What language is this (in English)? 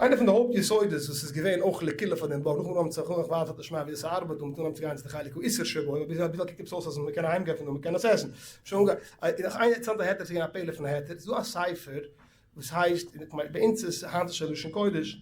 Yiddish